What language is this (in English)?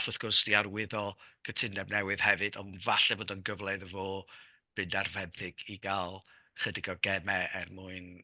Welsh